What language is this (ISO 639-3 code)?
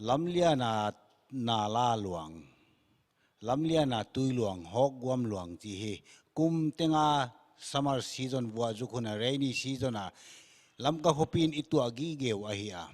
pck